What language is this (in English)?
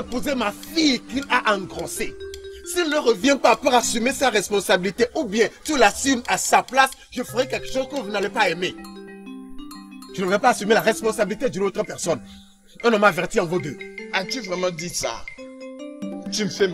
French